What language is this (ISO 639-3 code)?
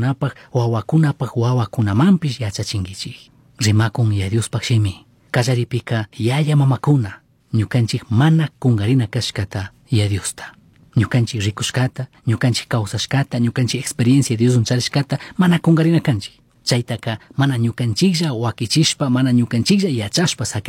qug